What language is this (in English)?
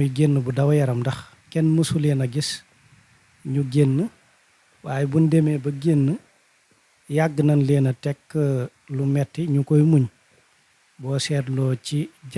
Wolof